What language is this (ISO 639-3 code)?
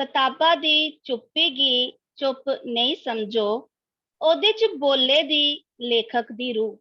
doi